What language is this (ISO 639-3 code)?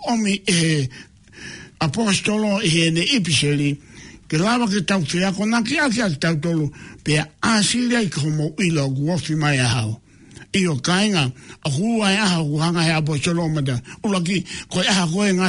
ton